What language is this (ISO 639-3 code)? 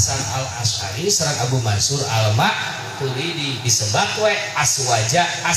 sun